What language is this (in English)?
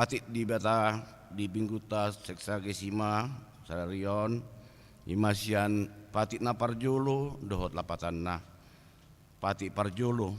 Batak Toba